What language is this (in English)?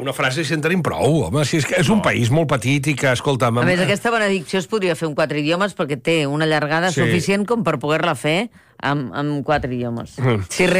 Catalan